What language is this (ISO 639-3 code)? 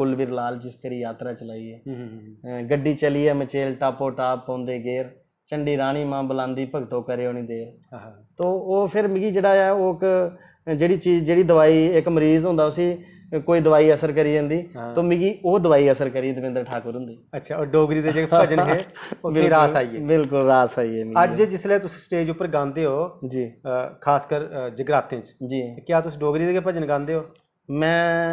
doi